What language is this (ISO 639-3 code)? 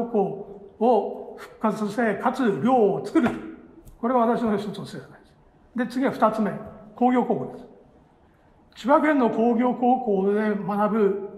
jpn